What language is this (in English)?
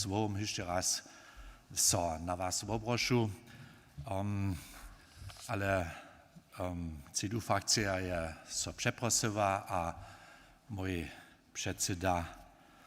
Upper Sorbian